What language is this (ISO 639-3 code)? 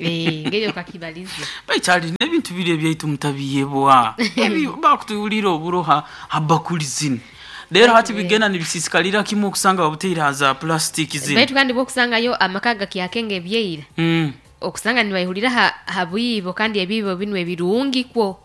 nyo